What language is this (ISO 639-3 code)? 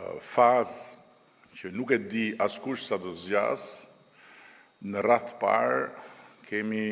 sqi